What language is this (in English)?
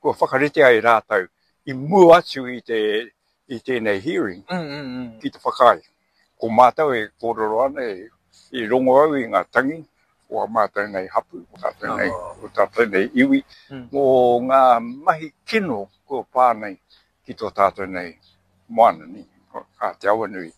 Māori